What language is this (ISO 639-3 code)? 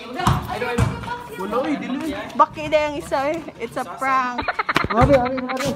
ceb